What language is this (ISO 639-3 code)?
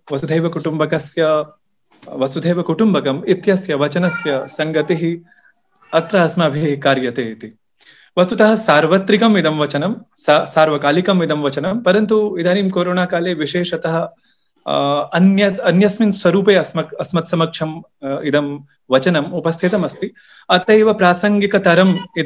san